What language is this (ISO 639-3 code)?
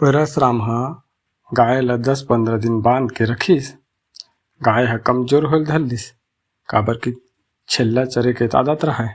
hne